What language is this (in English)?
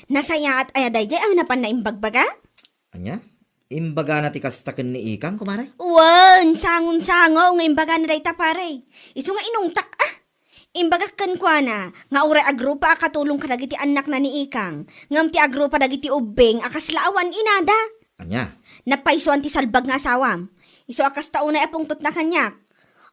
Iloko